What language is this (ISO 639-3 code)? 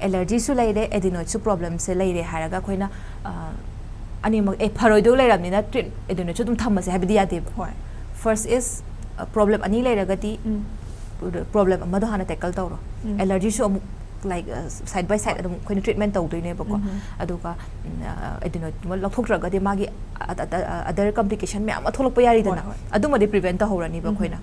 mni